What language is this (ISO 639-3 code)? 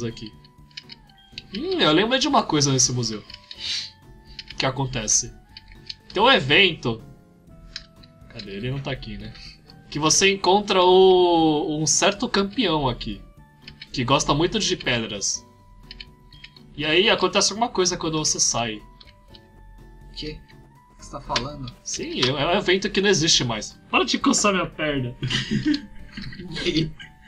por